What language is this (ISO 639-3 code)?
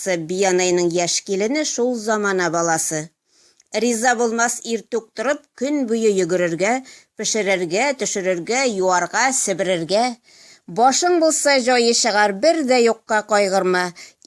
tat